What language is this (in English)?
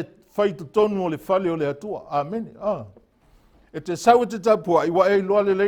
Samoan